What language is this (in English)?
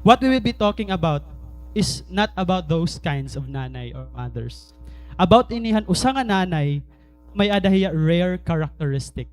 Waray